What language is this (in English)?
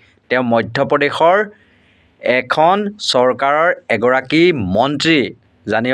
Assamese